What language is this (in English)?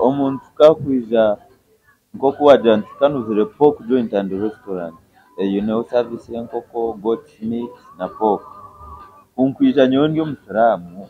Nyankole